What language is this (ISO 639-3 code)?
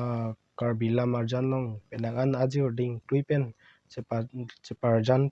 mjw